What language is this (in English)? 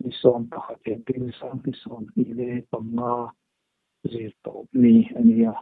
Hmar